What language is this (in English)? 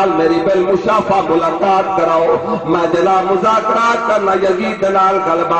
Saraiki